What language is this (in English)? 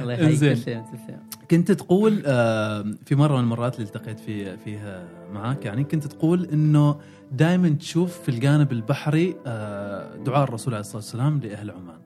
Gulf Arabic